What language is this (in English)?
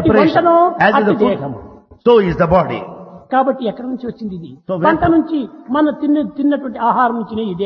Telugu